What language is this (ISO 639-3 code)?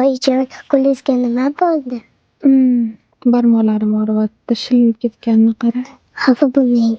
uzb